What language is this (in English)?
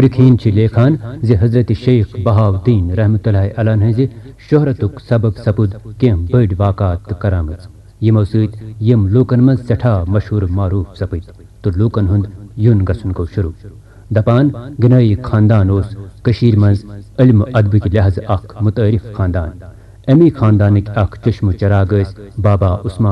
Kashmiri